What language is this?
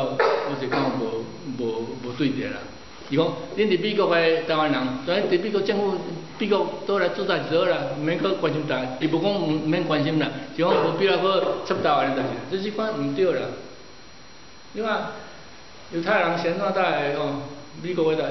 Min Nan Chinese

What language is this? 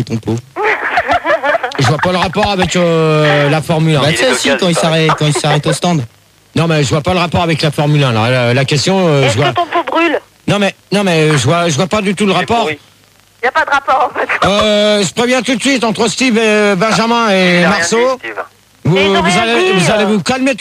French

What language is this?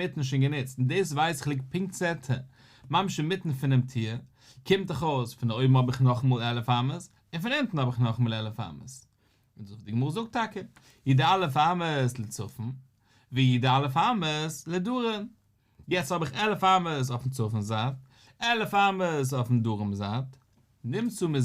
Yiddish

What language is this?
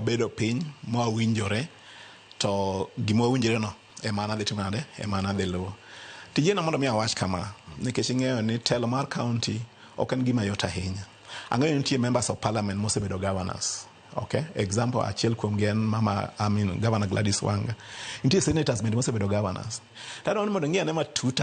Luo (Kenya and Tanzania)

